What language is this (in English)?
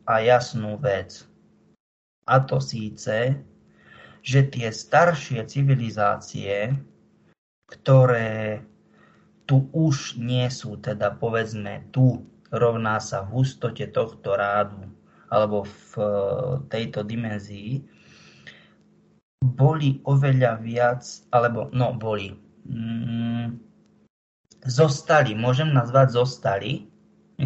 Slovak